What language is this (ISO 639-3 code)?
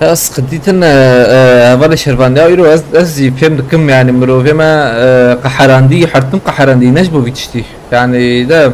kur